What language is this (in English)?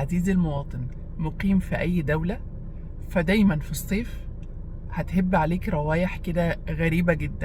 Egyptian Arabic